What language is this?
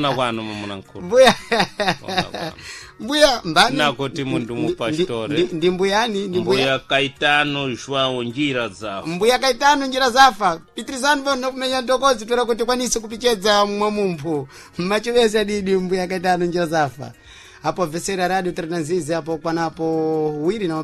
Sena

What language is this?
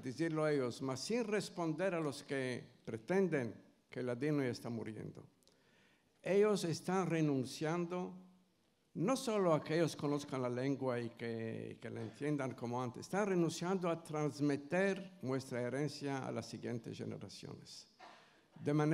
Ladino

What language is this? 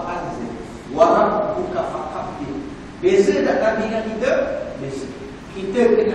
Malay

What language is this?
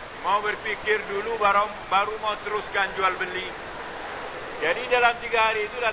Malay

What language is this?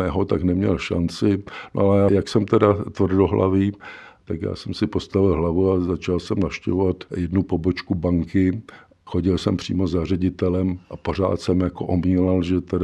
Czech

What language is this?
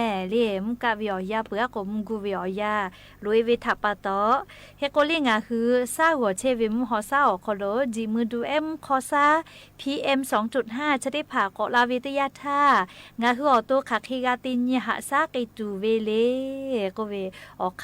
Lahu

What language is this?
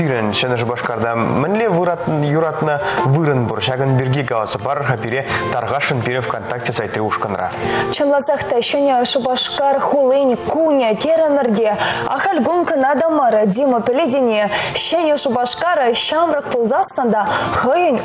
Chuvash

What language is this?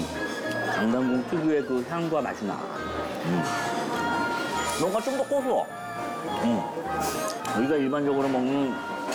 Korean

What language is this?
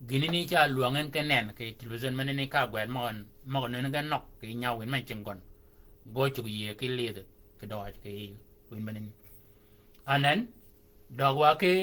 Shilluk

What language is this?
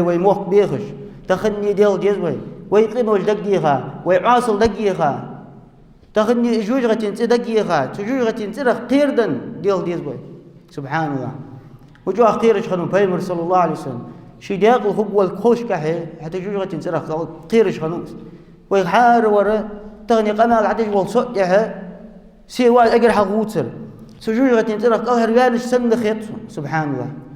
Ingush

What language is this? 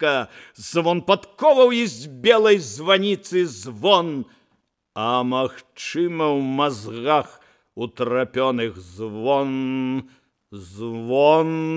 Belarusian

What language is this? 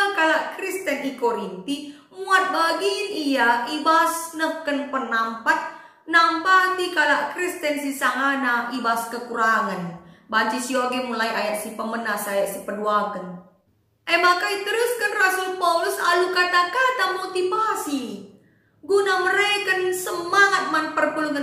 Batak Karo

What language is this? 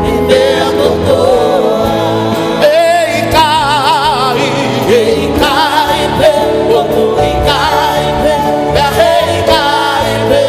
Tongan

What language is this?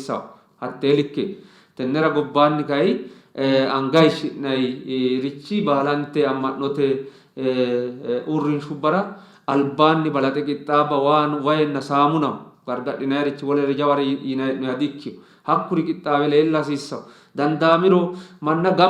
Sidamo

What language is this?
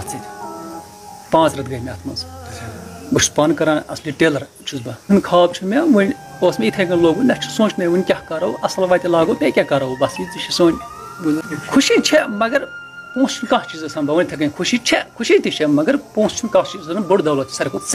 Kashmiri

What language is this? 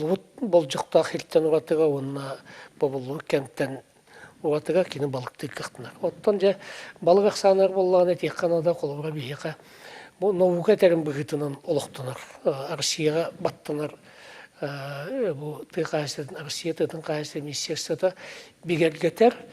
Yakut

